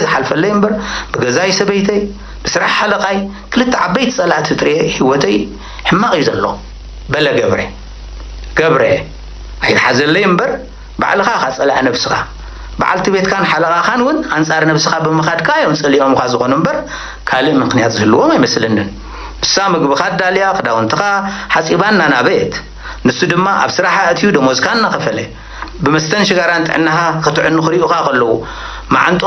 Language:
Tigrinya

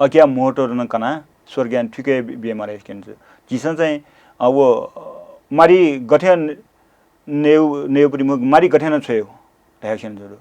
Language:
Newari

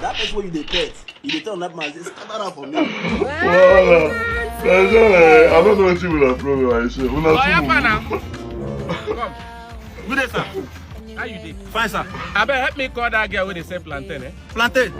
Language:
Nigerian Pidgin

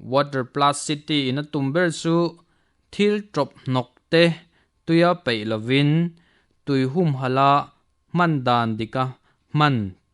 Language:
Mizo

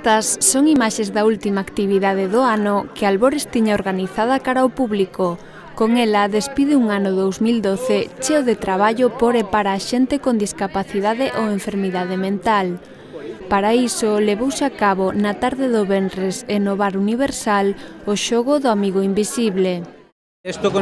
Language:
Galician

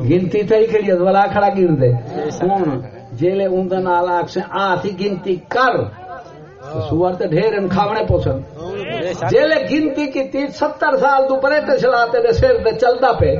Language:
Saraiki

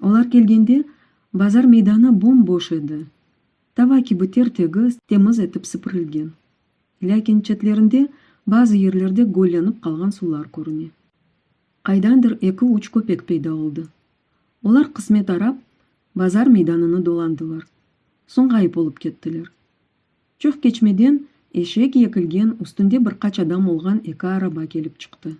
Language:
Crimean Tatar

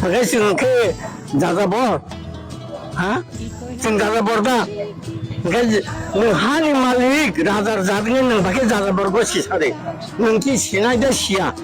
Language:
Kok Borok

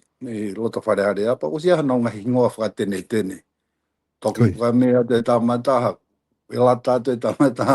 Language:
Tongan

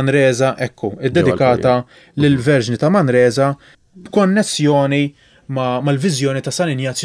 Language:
Maltese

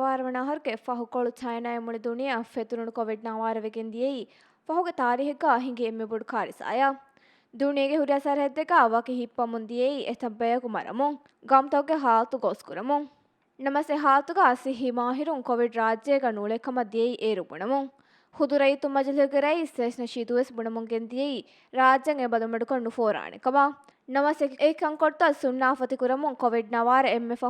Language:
Divehi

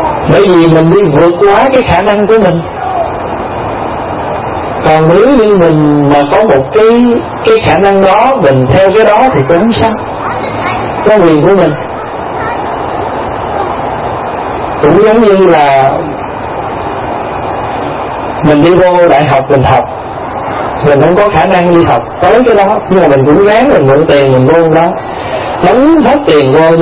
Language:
Vietnamese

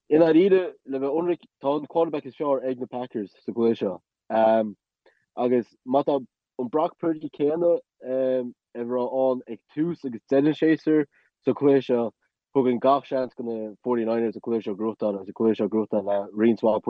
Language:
Irish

